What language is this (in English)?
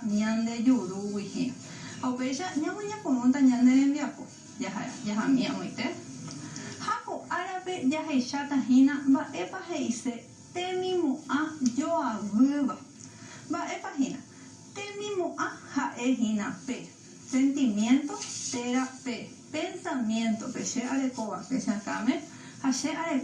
Guarani